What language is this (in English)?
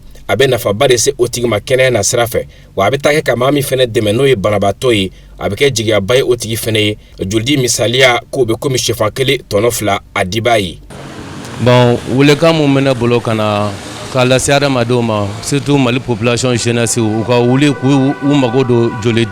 Bambara